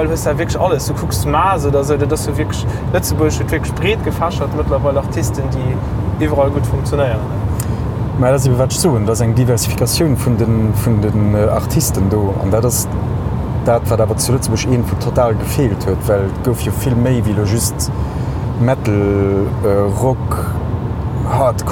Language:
Luxembourgish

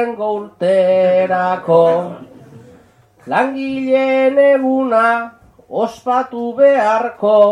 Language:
Basque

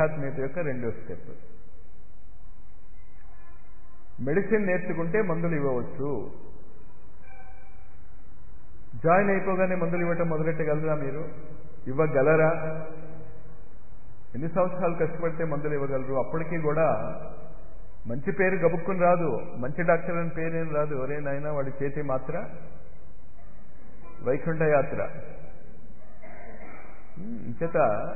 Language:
Telugu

